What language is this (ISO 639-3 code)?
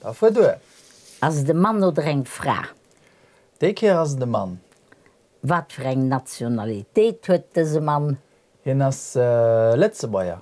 ltz